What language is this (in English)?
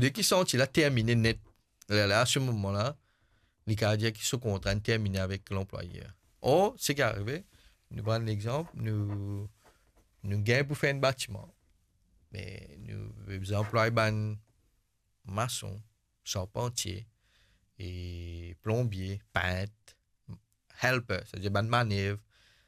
Morisyen